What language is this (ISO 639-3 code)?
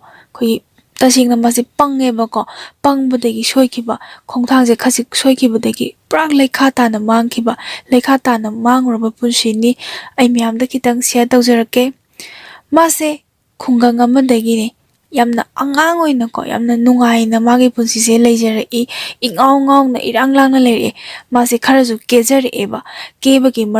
mni